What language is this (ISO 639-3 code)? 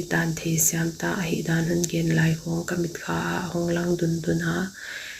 pck